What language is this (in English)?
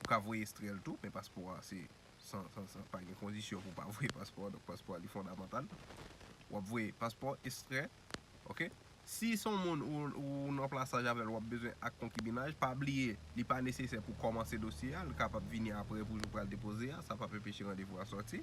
Haitian Creole